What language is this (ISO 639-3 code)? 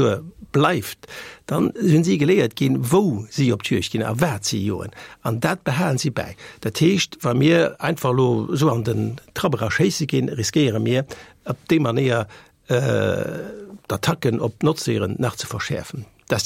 ltz